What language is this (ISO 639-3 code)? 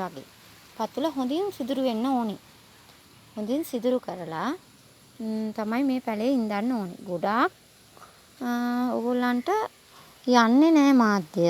sin